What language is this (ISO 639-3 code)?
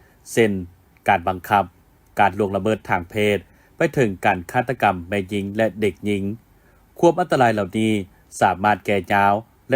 lao